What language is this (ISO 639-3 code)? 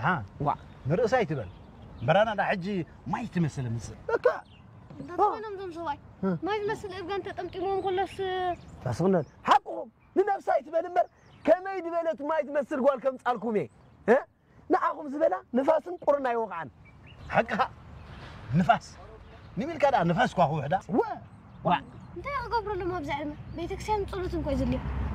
tir